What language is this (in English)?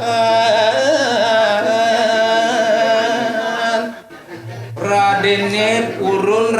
Balinese